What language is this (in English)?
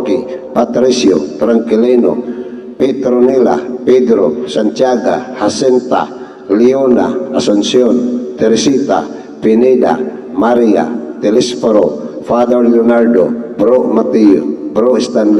Cebuano